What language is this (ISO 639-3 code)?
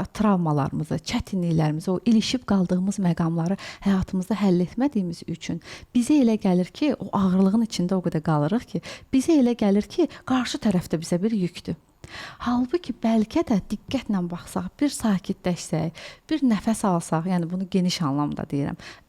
aze